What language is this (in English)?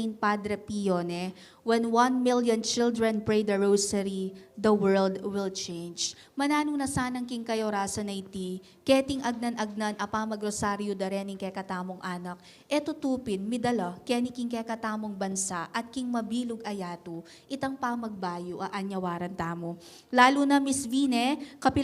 Pampanga